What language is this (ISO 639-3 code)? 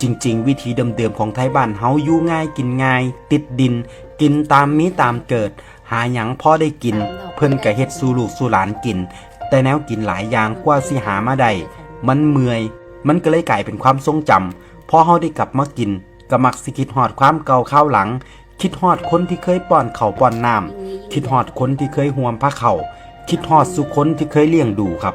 tts